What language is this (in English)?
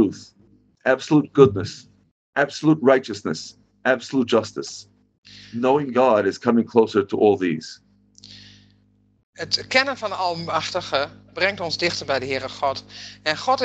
Dutch